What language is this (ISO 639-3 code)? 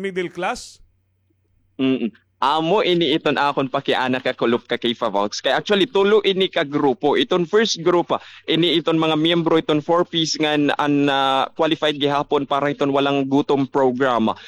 war